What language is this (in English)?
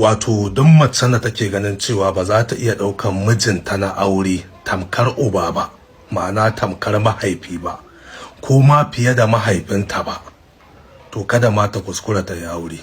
Hausa